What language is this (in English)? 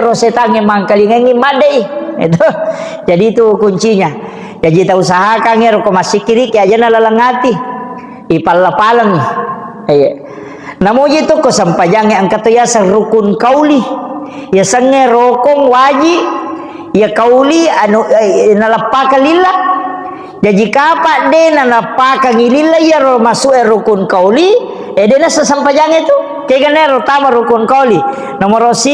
Buginese